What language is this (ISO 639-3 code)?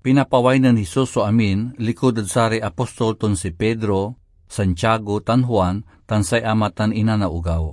pag